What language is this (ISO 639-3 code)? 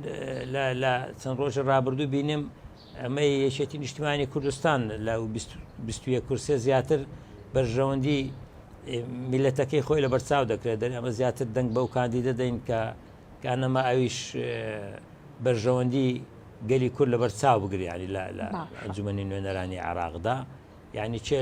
ckb